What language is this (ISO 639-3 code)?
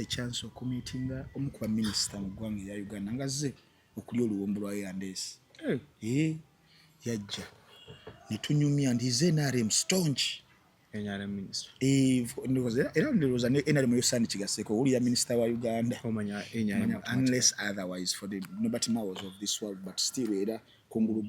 lug